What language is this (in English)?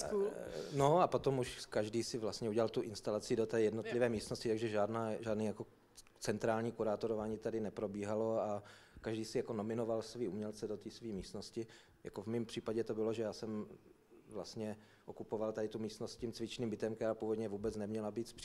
Czech